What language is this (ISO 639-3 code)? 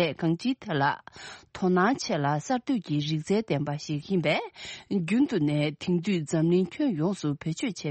bod